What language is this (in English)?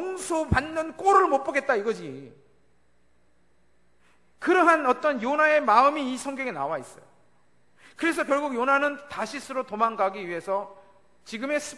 Korean